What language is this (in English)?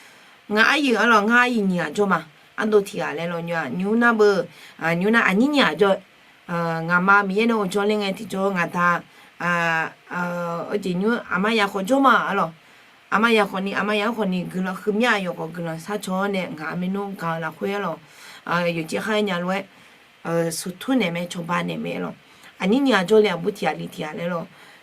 Akha